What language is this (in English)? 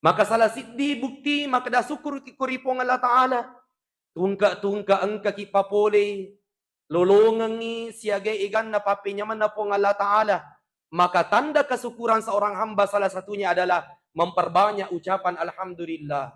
Buginese